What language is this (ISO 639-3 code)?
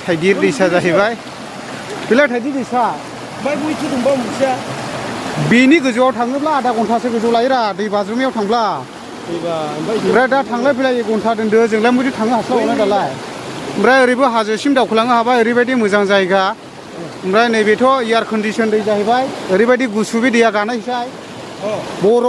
brx